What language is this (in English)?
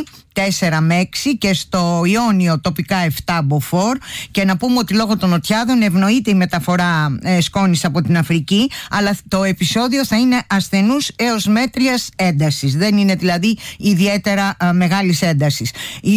Greek